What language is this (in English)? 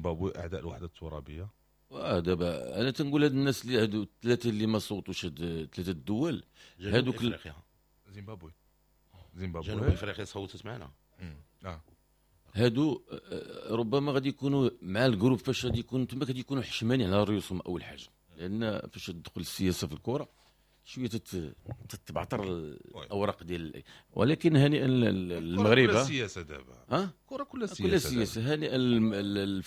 Moroccan Arabic